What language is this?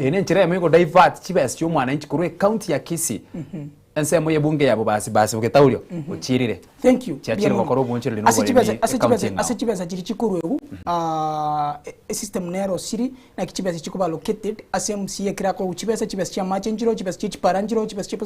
Gusii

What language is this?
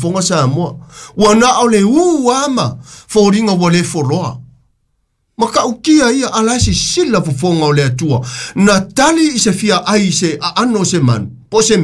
Samoan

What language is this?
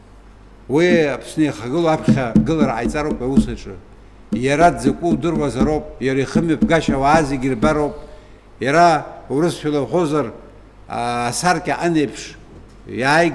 Abkhazian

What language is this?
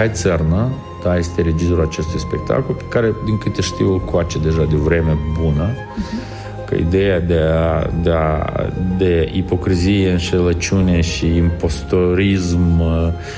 Romanian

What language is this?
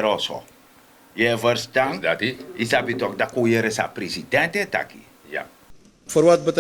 Sranan Tongo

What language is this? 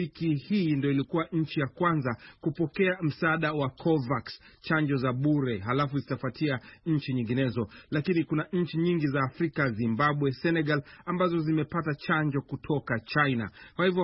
Swahili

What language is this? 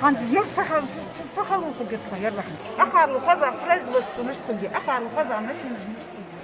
Ingush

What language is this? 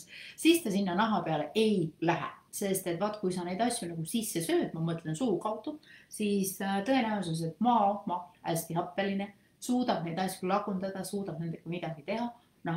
Estonian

